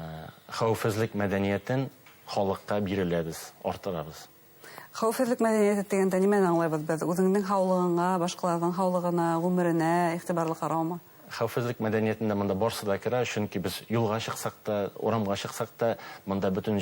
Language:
Bashkir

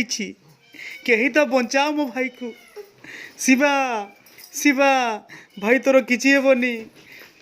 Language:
Odia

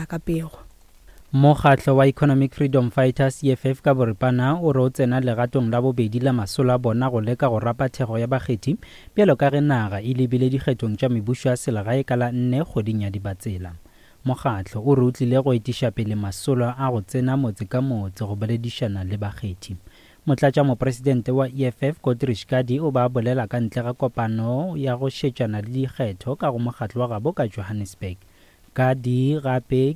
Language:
Northern Sotho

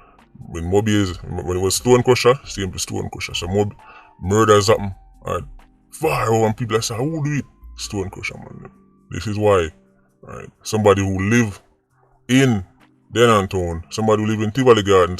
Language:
Jamaican Creole English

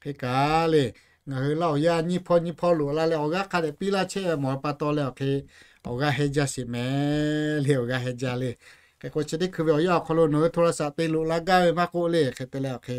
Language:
Lahu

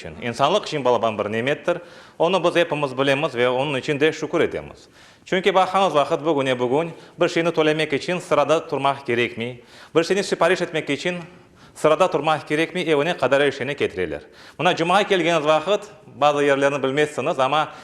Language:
Crimean Tatar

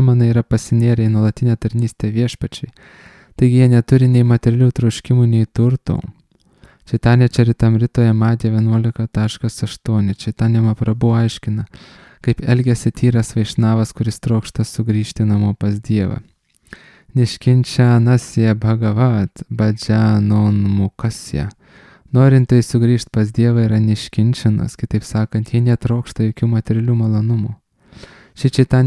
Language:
Lithuanian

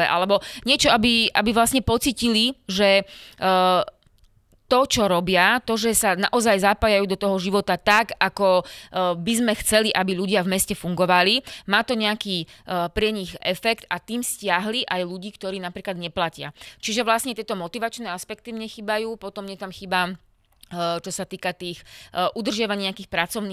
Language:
Slovak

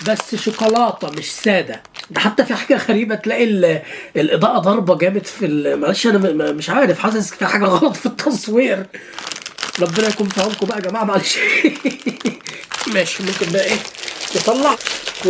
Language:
Egyptian Arabic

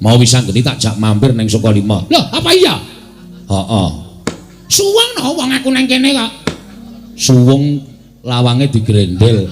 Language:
Javanese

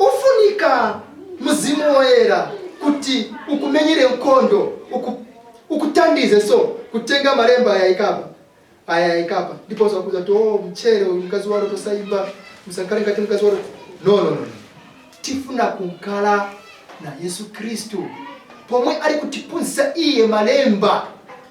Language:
Nyanja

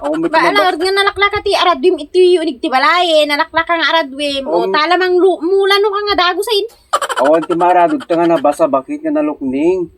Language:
Iloko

